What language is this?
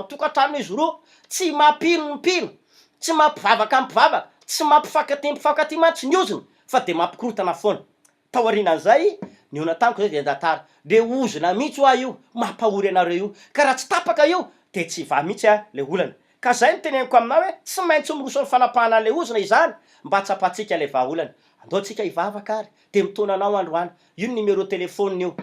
Malagasy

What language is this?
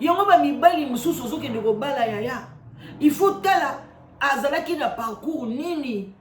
Lingala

